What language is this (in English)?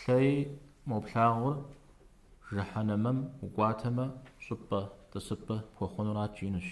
Kabardian